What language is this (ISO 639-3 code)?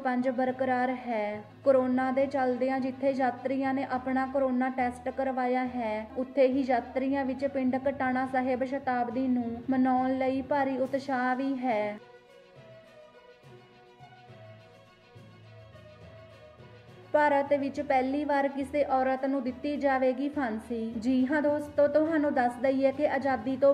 pan